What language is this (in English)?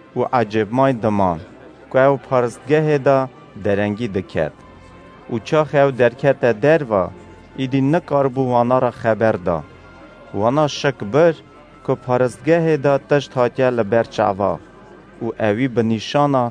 Kurdish